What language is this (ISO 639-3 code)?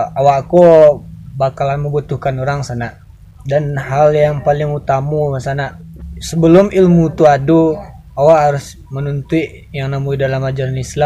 min